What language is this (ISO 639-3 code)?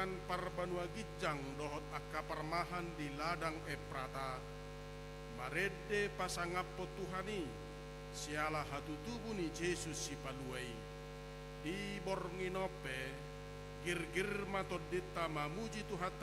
bbc